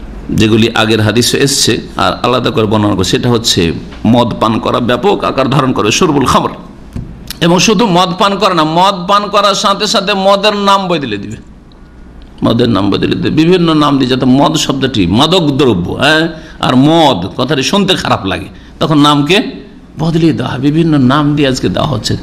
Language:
Bangla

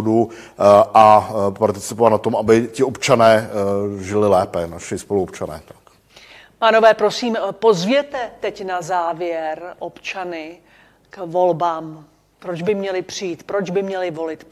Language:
Czech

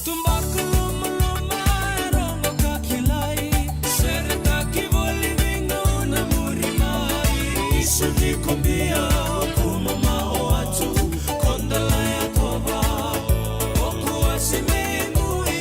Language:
Fijian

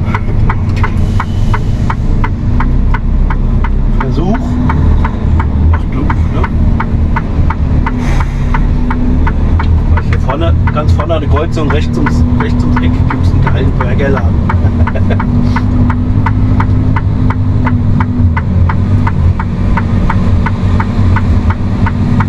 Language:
German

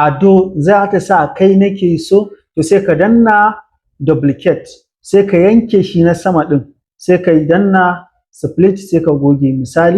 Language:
Hausa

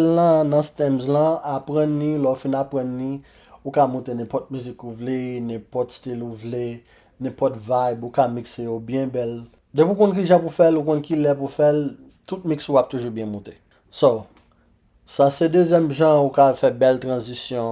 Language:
Haitian Creole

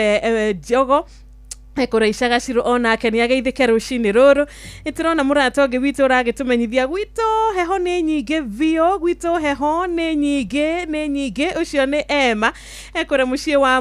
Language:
Kikuyu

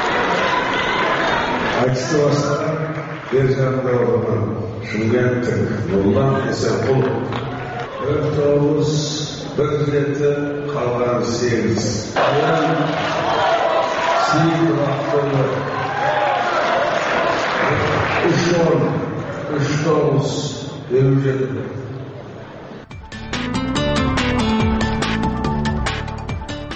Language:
Kazakh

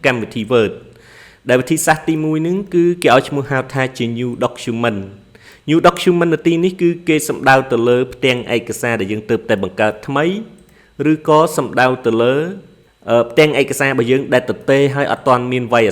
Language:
Khmer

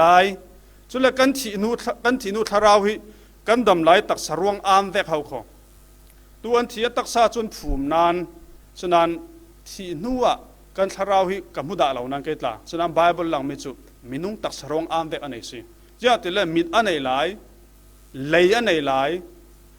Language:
Falam Chin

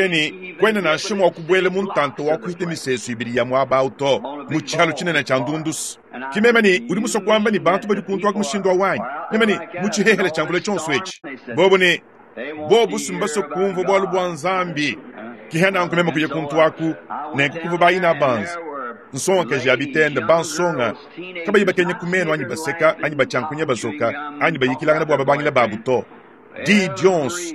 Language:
Luba-Lulua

